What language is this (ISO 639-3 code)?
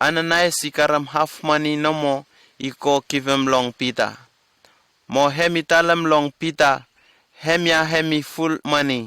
bis